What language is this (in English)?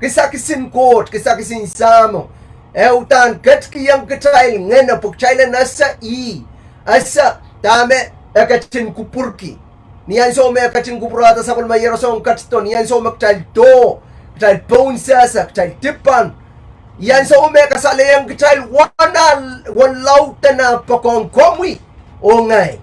Pohnpeian